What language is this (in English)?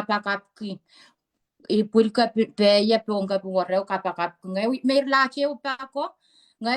Pohnpeian